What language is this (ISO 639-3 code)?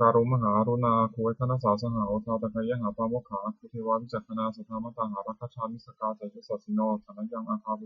pli